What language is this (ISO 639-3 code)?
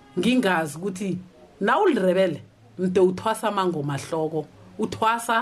nbl